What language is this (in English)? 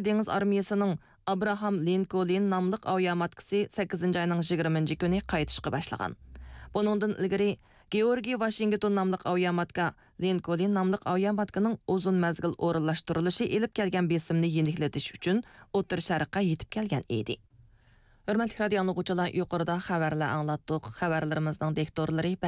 Uyghur